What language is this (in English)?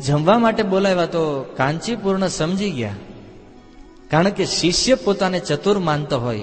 Gujarati